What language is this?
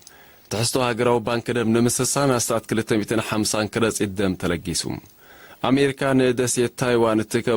Tigrinya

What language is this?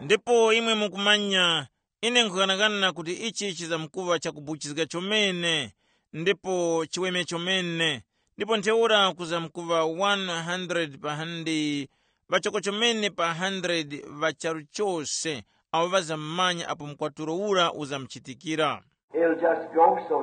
Tumbuka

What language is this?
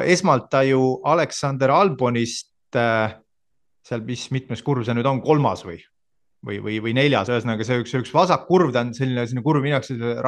Estonian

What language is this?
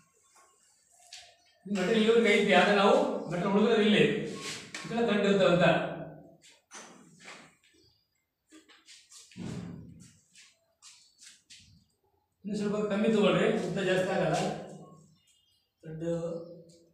Kannada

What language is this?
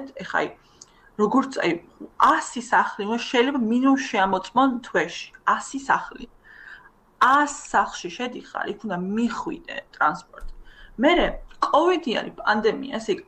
Georgian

